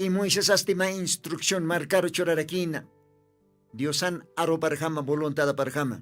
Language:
Aymara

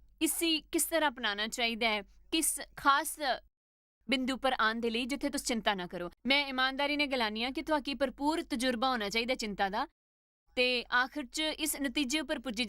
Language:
Dogri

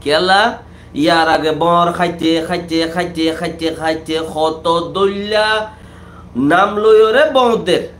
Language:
Rohingya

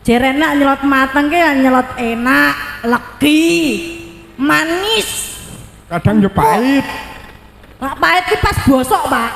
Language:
Javanese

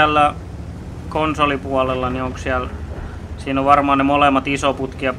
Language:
Finnish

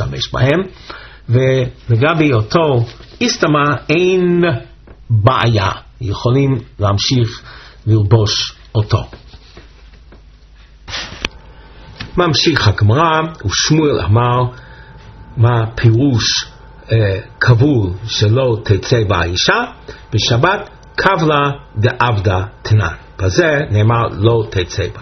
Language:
Hebrew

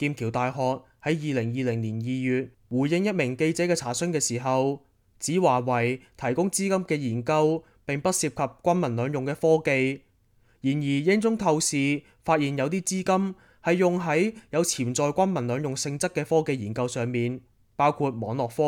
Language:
Cantonese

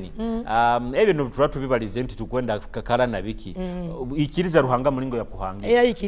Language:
Nyoro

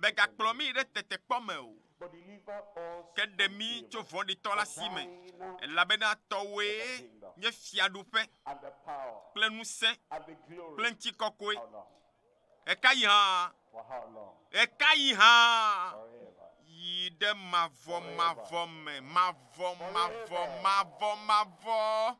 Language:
Ewe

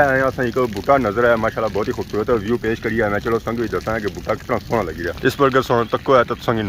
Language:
Pahari-Potwari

